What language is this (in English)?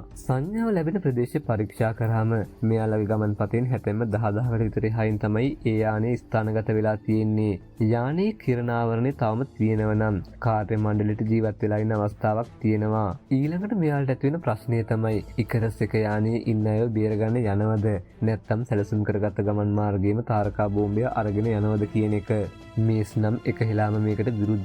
Sinhala